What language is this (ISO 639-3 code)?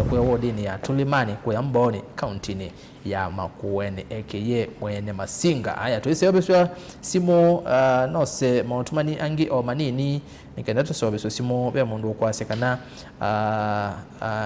kam